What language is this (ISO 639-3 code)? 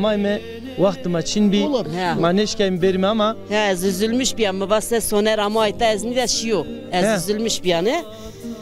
zza